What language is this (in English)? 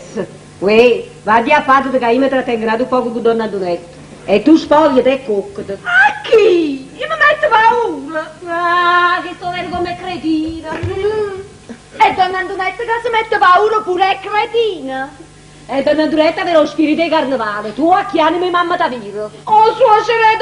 Neapolitan